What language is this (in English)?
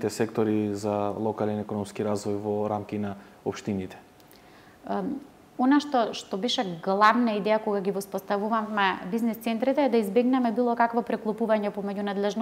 Macedonian